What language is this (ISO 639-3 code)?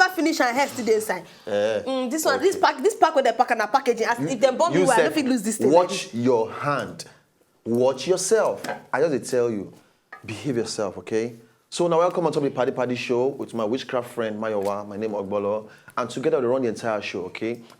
pcm